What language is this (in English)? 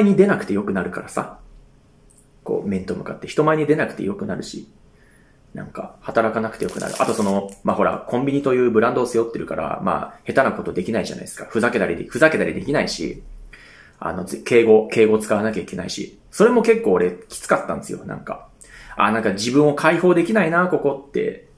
Japanese